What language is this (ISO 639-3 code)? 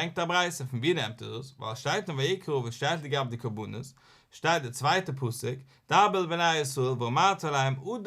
yid